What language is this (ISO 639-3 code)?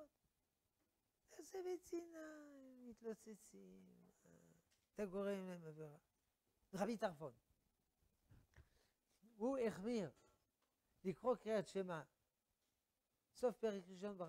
heb